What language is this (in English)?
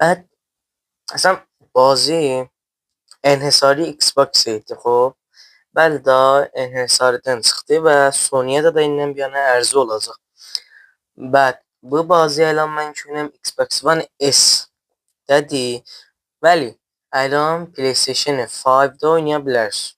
South Azerbaijani